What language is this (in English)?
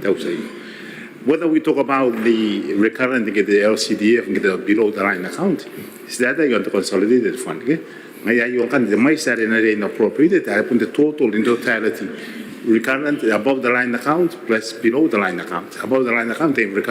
Gilbertese